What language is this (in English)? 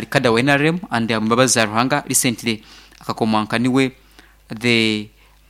Nyoro